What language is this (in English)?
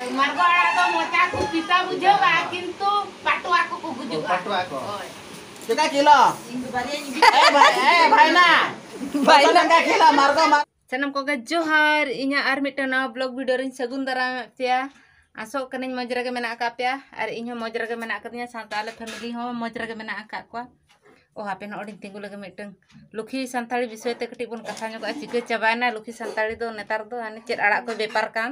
Santali